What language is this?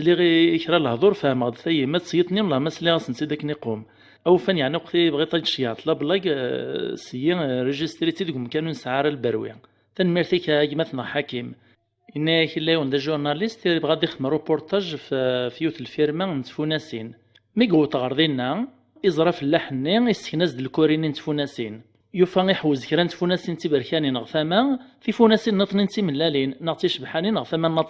Kabyle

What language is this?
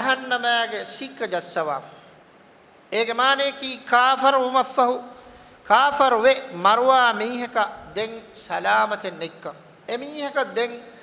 Divehi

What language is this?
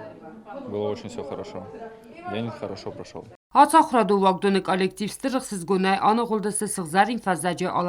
Ossetic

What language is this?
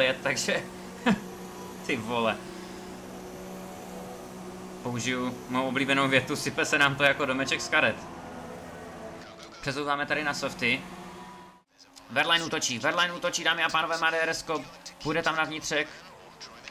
Czech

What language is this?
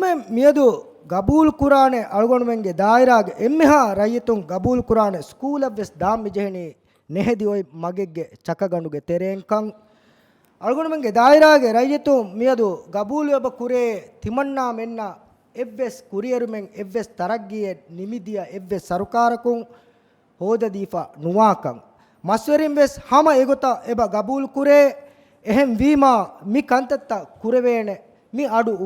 Divehi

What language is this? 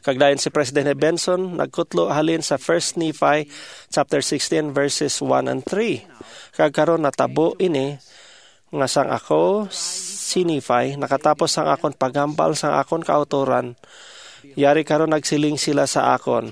Hiligaynon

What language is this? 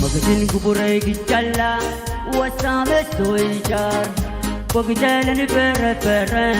Pohnpeian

